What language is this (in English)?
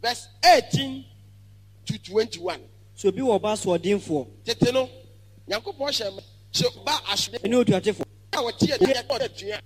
Akan